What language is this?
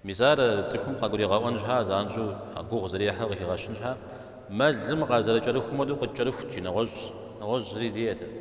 Kabardian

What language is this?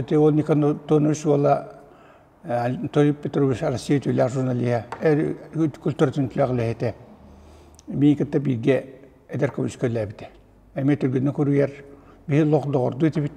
Yakut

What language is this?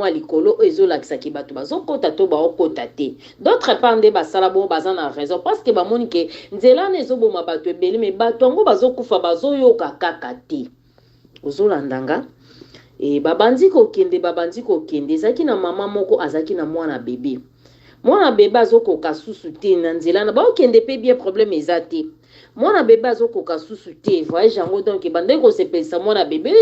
Lingala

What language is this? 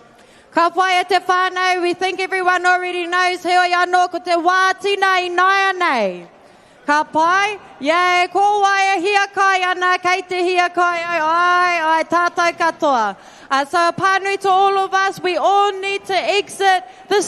Māori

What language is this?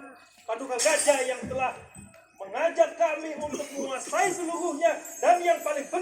Banjar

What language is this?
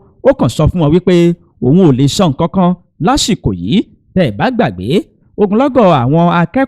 Yoruba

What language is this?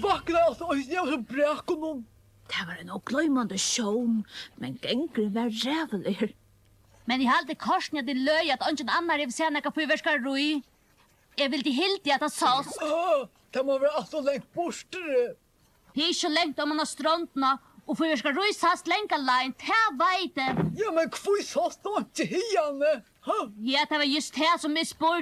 Faroese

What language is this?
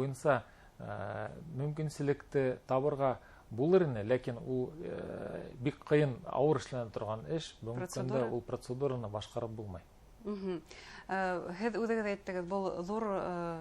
Bashkir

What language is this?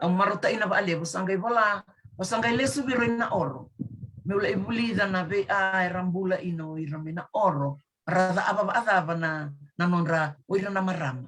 Fijian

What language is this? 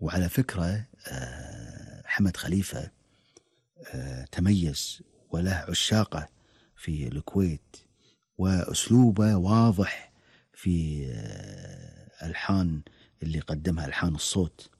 Gulf Arabic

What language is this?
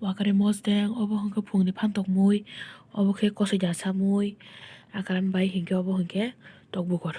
Kok Borok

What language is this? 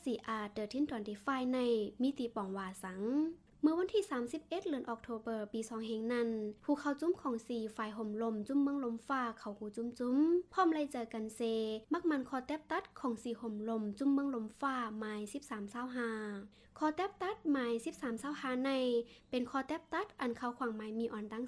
Shan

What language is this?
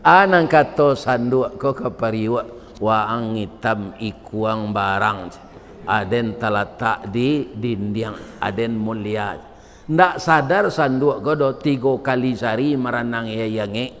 Minangkabau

